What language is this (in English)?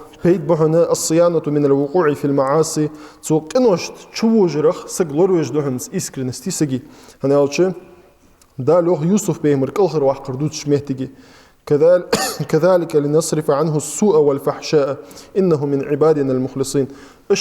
Ingush